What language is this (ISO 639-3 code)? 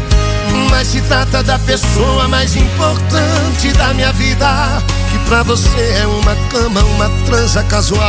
por